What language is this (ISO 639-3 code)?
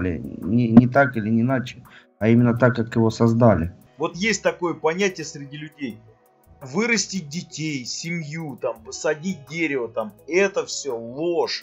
rus